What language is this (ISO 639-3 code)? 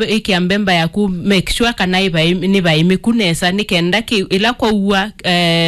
kam